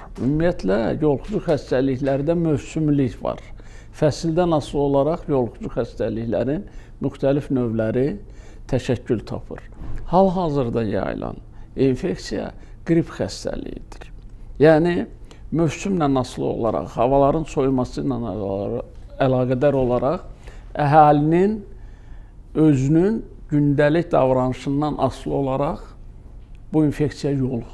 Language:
Azerbaijani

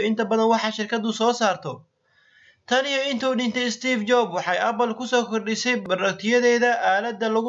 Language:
Somali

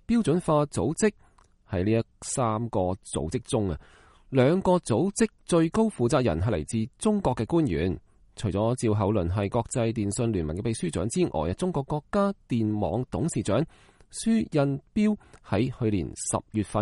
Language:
Cantonese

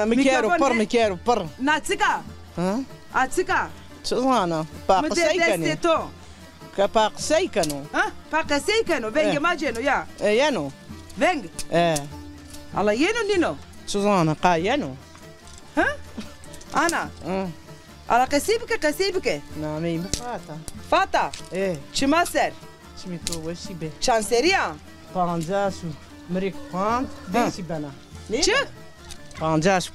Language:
Zaza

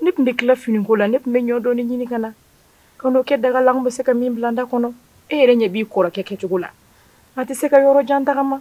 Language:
Bambara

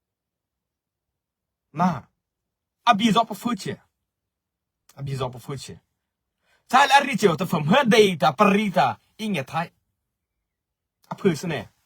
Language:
Mara Chin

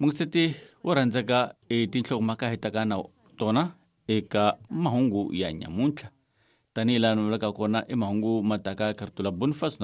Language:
Tsonga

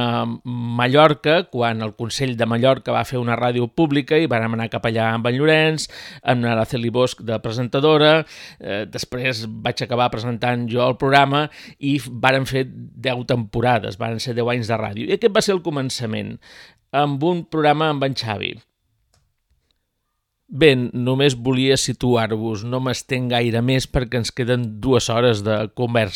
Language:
Catalan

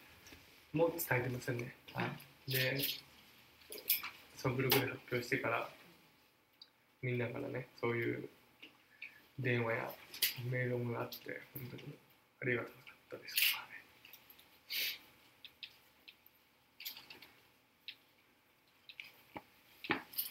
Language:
Japanese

